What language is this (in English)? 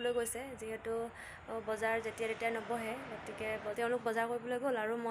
Assamese